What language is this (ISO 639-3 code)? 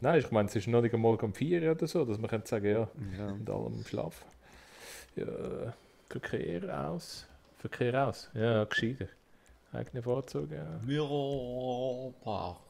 gsw